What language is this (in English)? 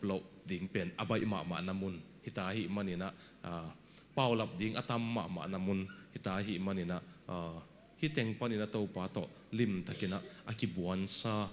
Tedim Chin